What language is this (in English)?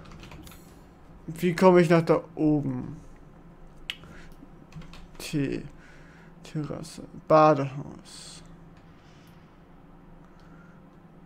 German